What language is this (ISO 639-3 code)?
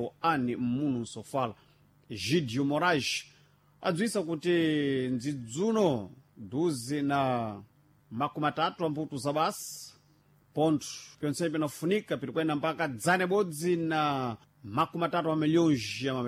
seh